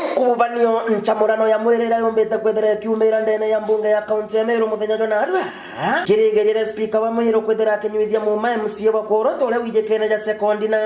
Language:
Meru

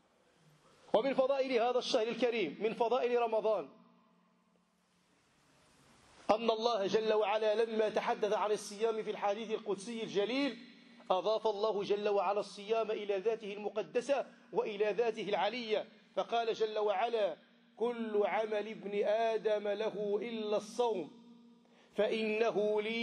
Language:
Arabic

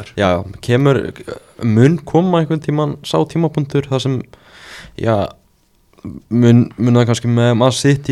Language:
Icelandic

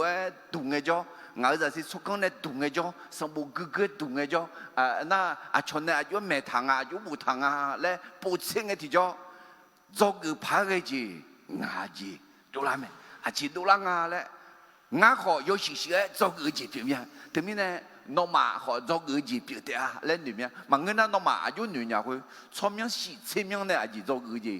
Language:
Akha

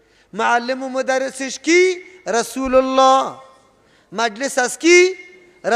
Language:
Persian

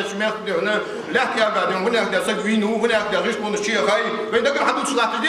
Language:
Ingush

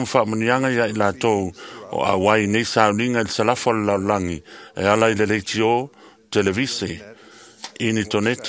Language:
Samoan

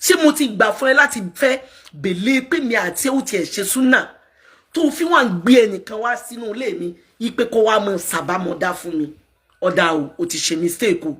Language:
Yoruba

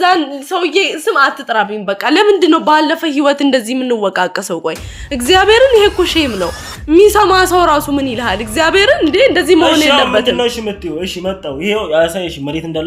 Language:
Amharic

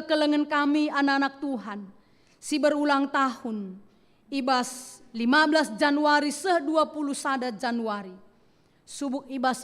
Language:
Batak Karo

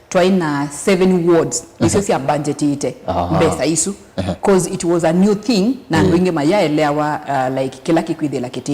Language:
Kamba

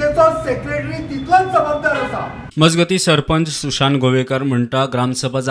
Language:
Konkani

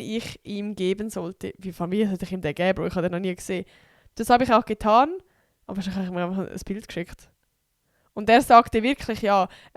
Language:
Swiss German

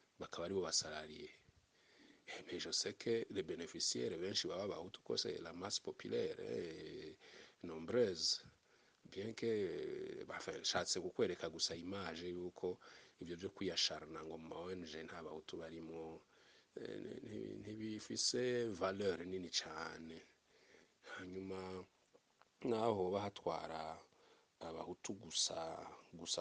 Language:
Rundi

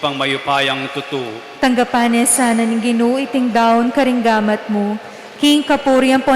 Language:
Pampanga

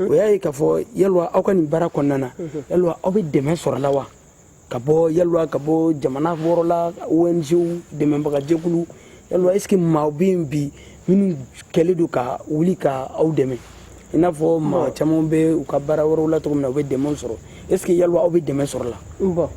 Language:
Bambara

